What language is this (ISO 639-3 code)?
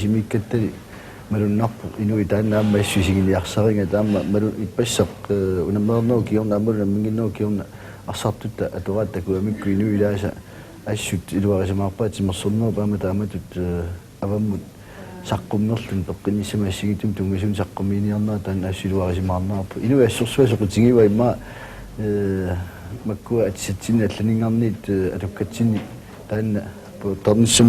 kal